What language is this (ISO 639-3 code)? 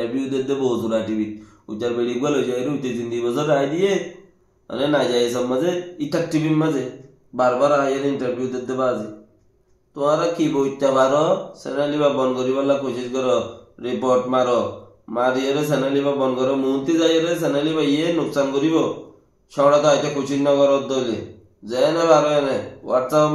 rhg